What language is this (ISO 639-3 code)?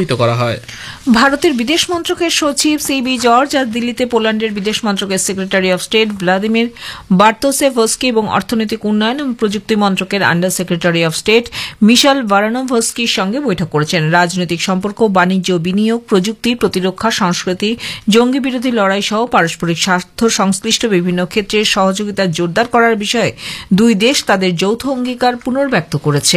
ben